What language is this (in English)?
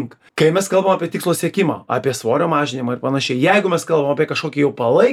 Lithuanian